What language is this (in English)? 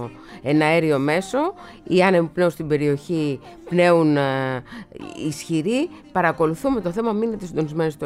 Greek